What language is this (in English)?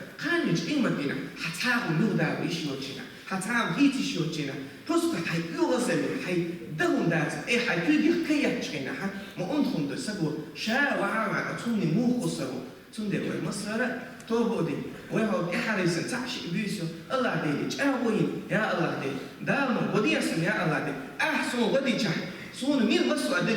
Chechen